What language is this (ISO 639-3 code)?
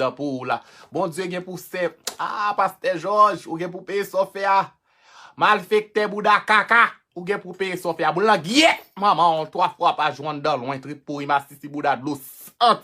hat